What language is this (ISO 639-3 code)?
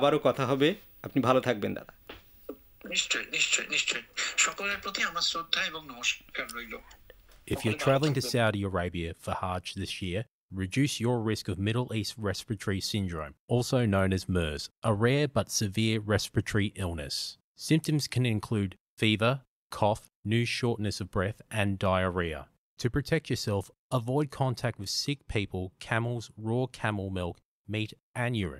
ben